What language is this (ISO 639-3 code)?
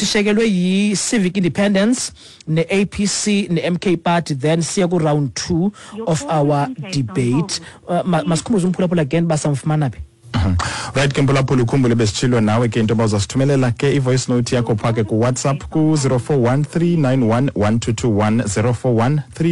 xho